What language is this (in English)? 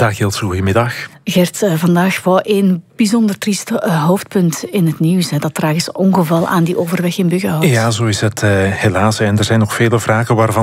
Dutch